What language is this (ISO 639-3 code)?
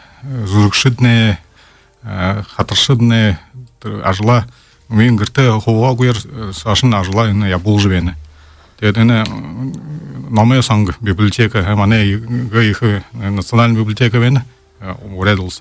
bua